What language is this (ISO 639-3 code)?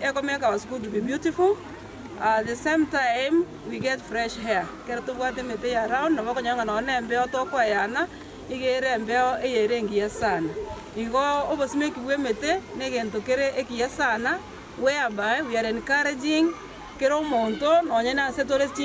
guz